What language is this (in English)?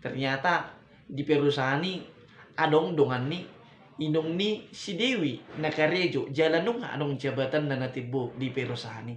Batak Toba